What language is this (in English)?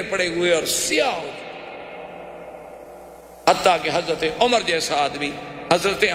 Urdu